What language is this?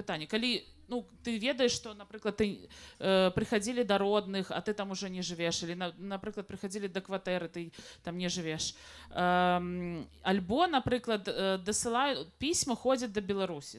Belarusian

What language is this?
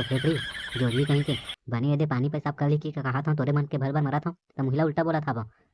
Chhattisgarhi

